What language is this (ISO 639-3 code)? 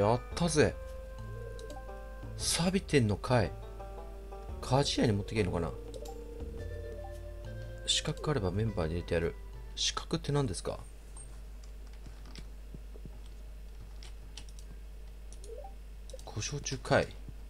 jpn